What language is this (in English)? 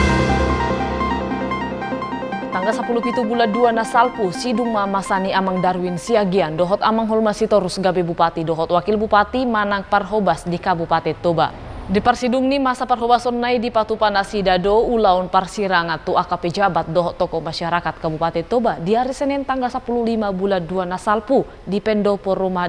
Batak Toba